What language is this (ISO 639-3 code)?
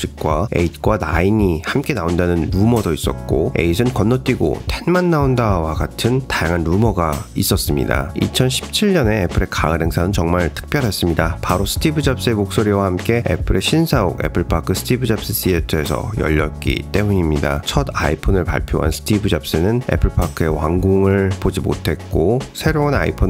kor